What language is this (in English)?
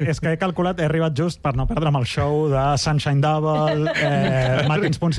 Catalan